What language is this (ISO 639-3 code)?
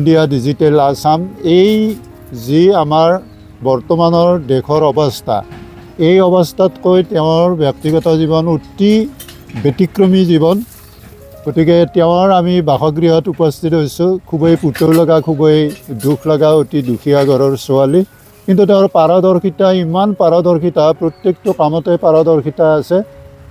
asm